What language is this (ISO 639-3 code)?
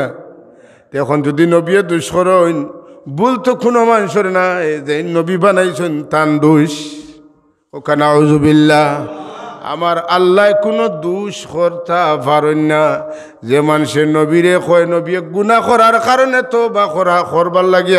syl